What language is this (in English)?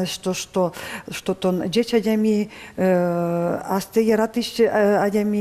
Udmurt